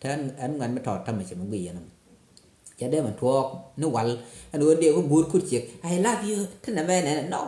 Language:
Nuer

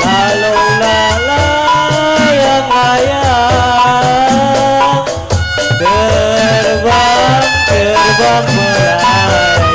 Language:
Betawi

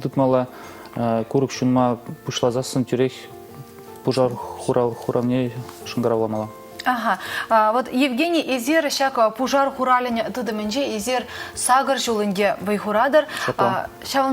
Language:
Chuvash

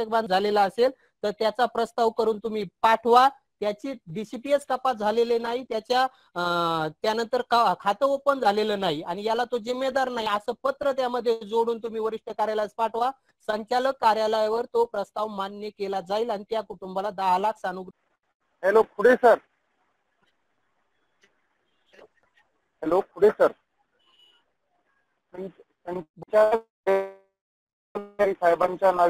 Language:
Marathi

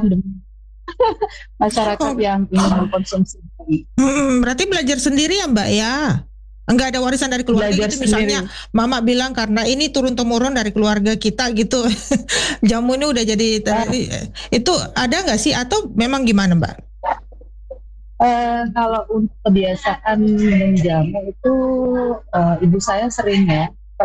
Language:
Indonesian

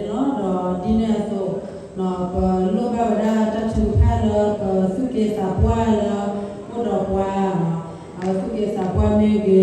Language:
S'gaw Karen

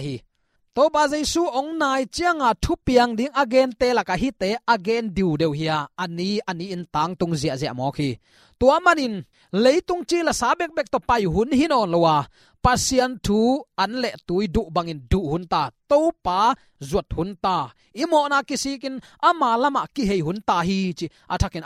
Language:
Tedim Chin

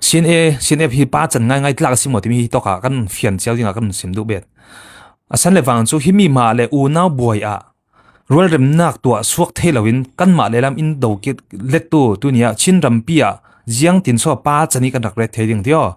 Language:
Falam Chin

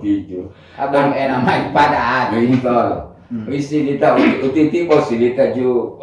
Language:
Gorontalo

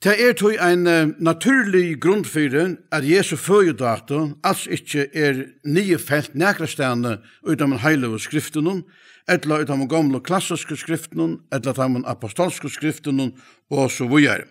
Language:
Faroese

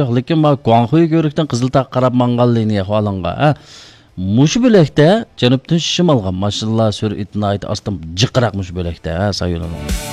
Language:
Uyghur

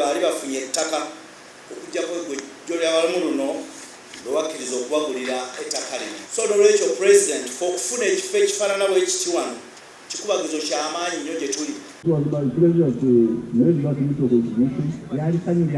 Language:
Ganda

